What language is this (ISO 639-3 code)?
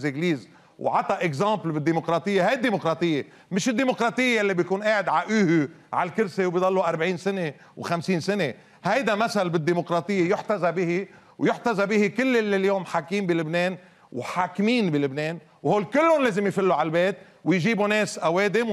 apc